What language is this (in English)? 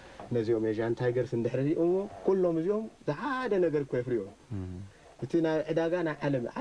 Tigrinya